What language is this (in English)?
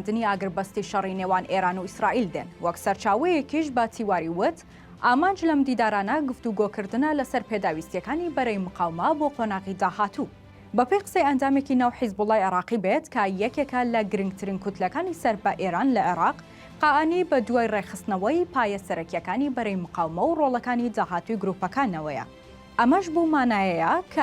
Central Kurdish